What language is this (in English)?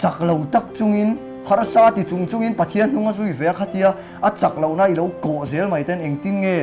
Mizo